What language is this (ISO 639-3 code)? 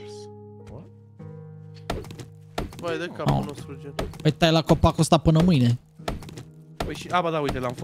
ron